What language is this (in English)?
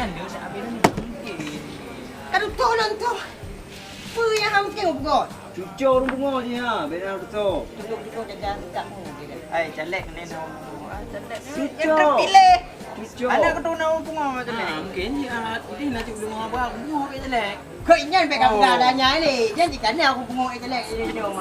Achinese